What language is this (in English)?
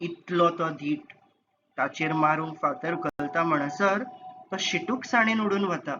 Konkani